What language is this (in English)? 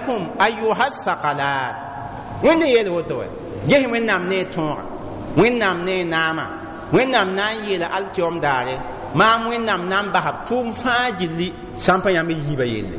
Mossi